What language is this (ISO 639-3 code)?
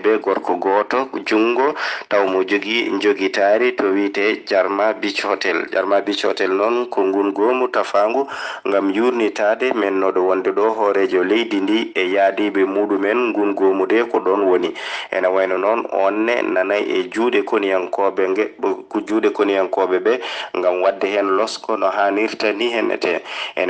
ful